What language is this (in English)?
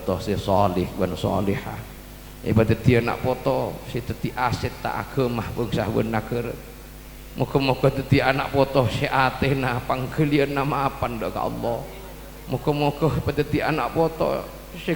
Madurese